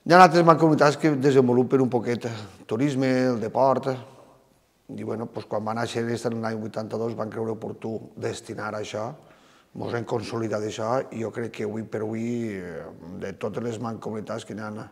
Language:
Catalan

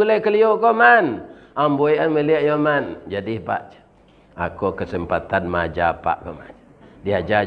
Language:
Minangkabau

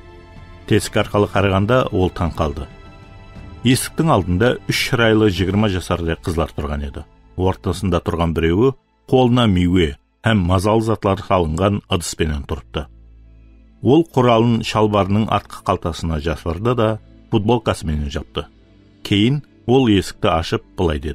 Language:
Kara-Kalpak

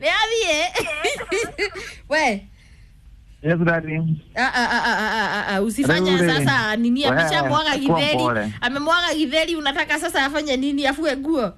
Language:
Kikuyu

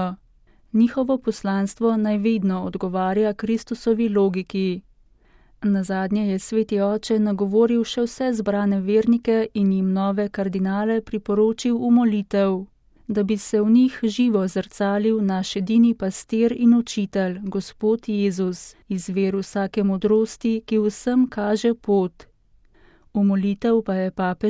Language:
Slovenian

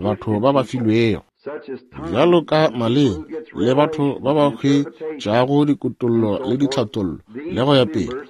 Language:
Northern Sotho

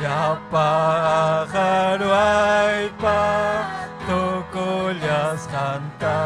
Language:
Ayacucho Quechua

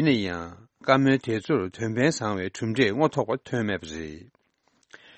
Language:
Tibetan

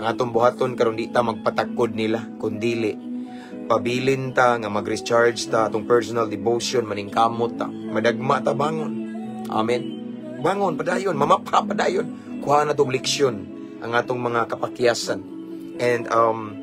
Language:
Cebuano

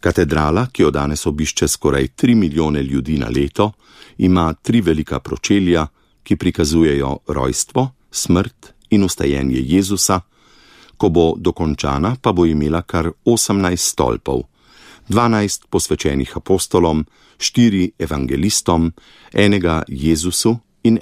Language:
Slovenian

